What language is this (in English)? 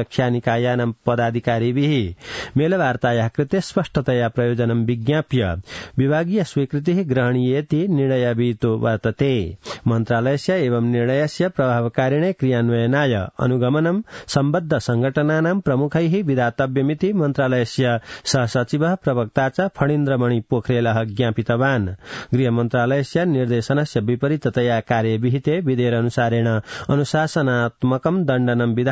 Sanskrit